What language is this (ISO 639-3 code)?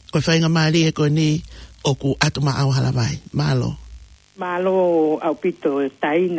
ton